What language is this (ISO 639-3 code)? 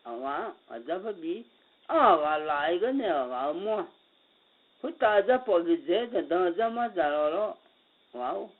ahk